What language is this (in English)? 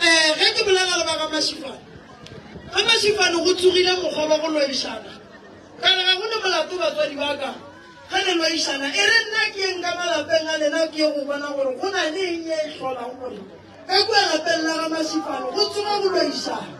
Northern Sotho